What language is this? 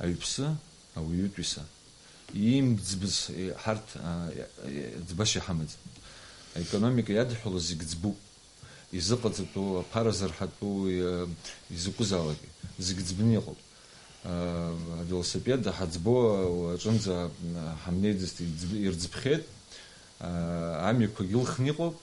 Abkhazian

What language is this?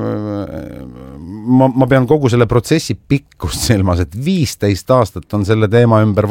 Estonian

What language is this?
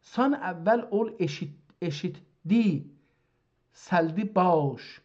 South Azerbaijani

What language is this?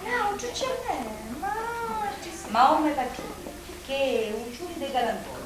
Sicilian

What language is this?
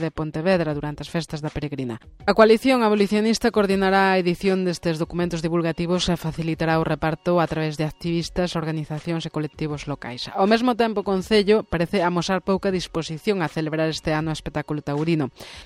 Galician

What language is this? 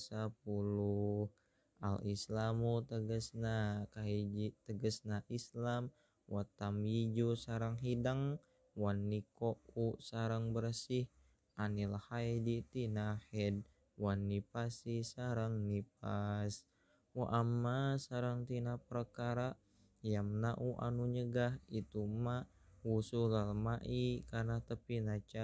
Sundanese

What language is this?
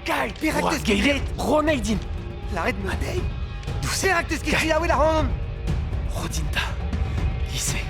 Breton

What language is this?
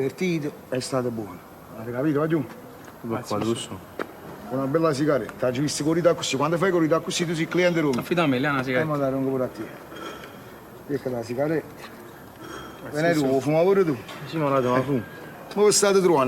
Neapolitan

